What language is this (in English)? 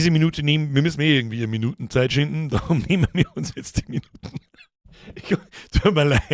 Bavarian